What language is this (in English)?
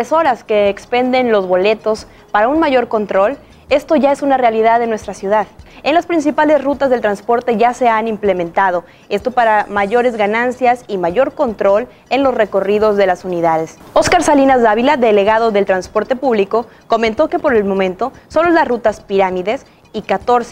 Spanish